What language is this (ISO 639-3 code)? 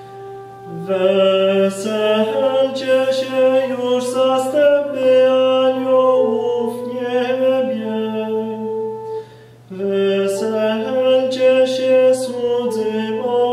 pol